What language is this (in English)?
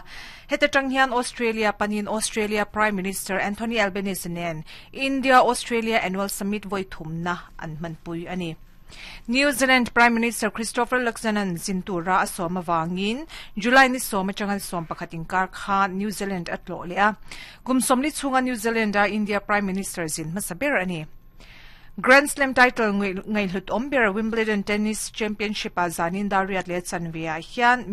Mizo